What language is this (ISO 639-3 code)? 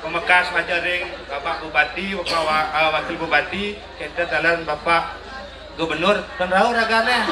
ban